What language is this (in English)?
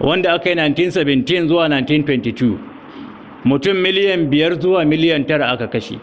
Hausa